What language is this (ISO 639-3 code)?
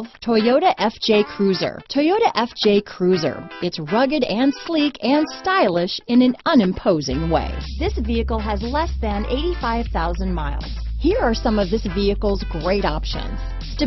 eng